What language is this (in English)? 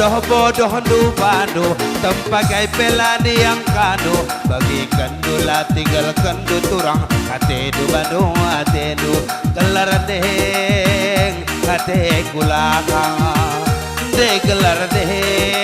Batak Karo